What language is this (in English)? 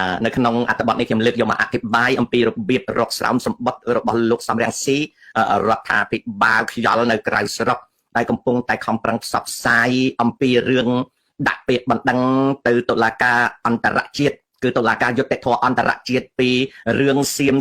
Khmer